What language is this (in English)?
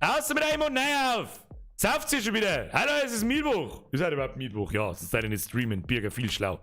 Bavarian